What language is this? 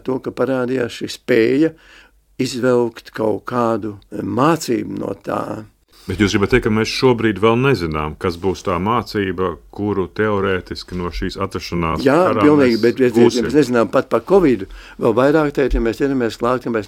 Latvian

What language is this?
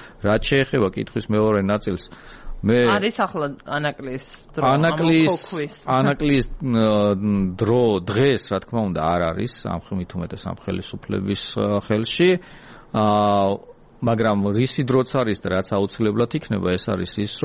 Georgian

